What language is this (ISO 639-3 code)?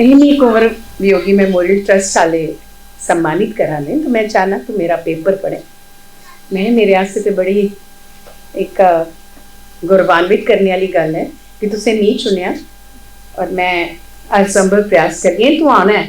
doi